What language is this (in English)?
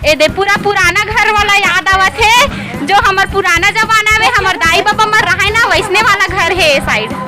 Chhattisgarhi